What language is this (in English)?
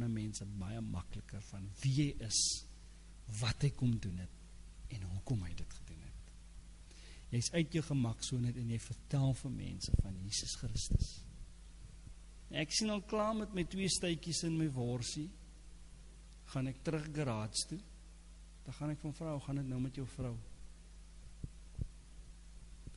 Afrikaans